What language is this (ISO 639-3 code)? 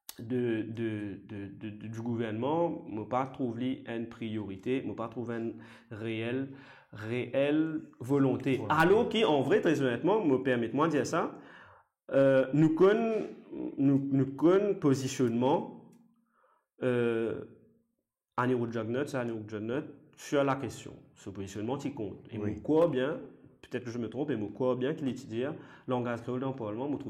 mfe